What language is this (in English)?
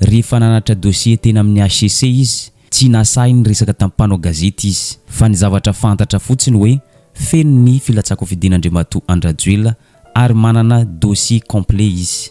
Malagasy